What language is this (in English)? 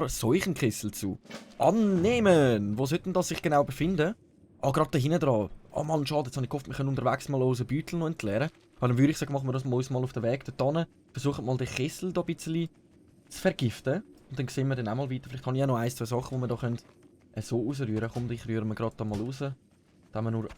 Swiss German